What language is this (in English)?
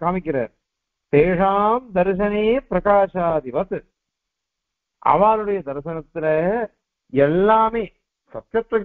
Tamil